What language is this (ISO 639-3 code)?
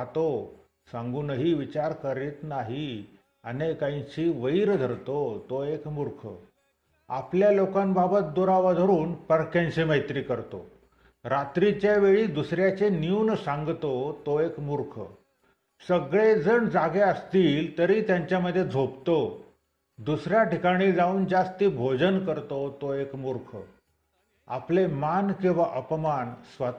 mar